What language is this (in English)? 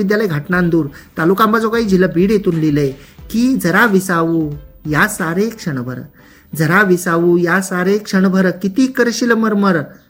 Marathi